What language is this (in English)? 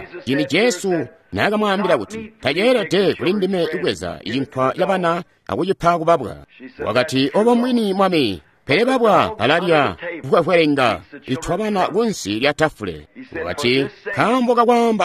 Tonga (Zambia)